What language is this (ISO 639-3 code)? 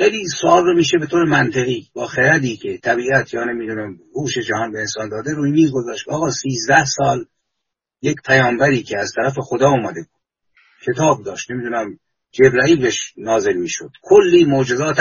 fas